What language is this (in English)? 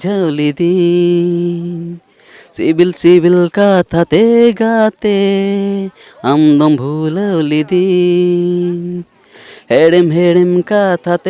Santali